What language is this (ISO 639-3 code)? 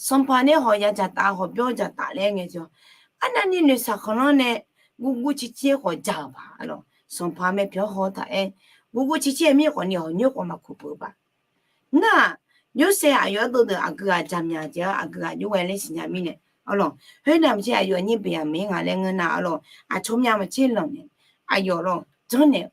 ahk